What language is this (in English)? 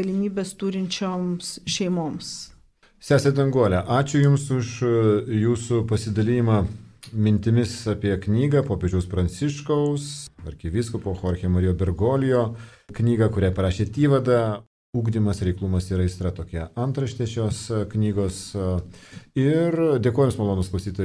Lithuanian